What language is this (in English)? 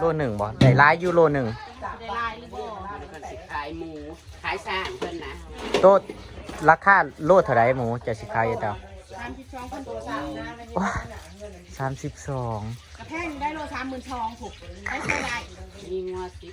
Northeastern Thai